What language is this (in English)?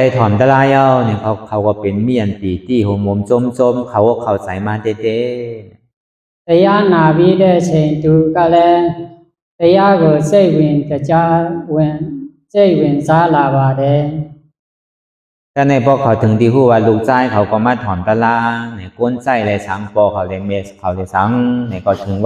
Shan